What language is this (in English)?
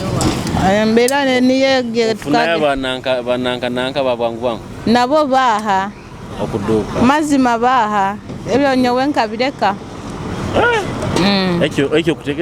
Tooro